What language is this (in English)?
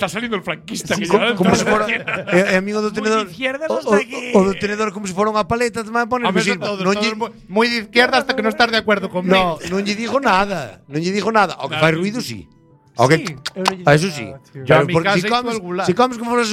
Galician